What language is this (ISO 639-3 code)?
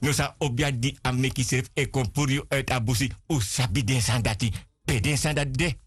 srn